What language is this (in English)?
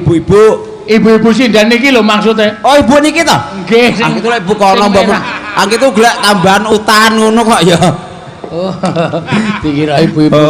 Javanese